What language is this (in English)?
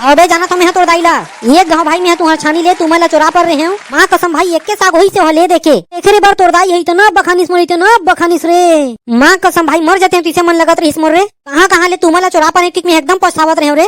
Chhattisgarhi